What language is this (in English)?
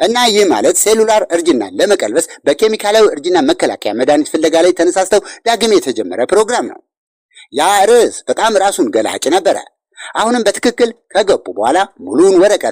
Amharic